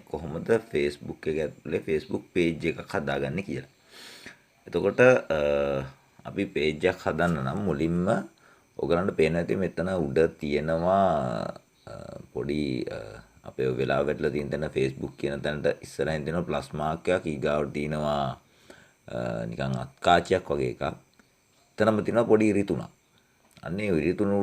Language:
Sinhala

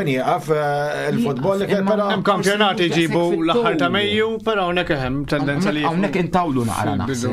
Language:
Maltese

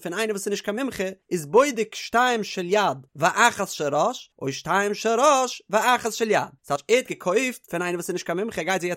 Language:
Yiddish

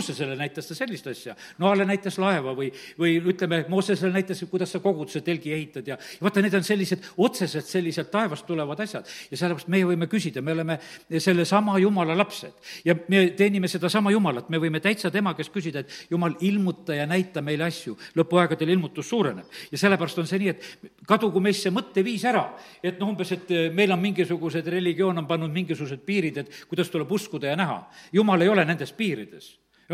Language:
Estonian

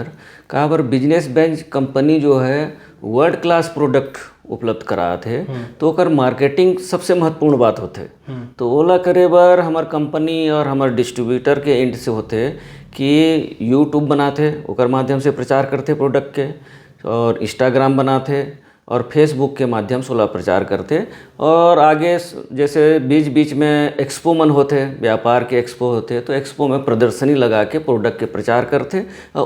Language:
Chhattisgarhi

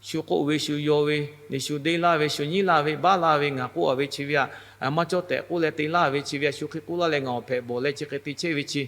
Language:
Lahu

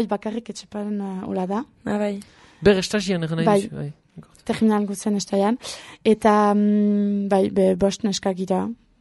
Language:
Basque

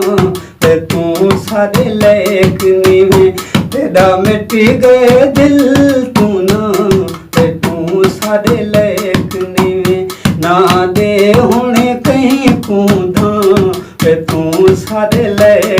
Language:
Saraiki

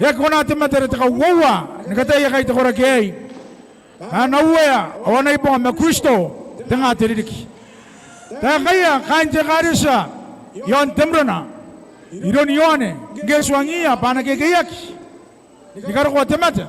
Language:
Gilbertese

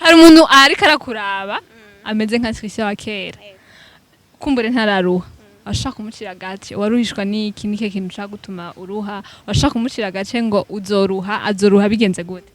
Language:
Rundi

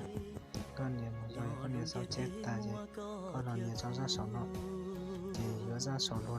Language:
Hmong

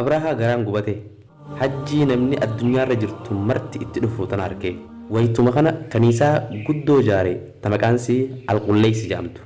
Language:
Oromo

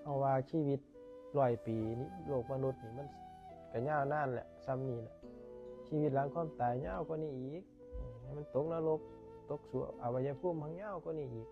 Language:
Northeastern Thai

